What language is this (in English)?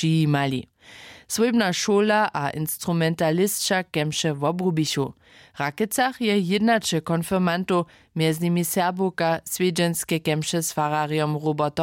Upper Sorbian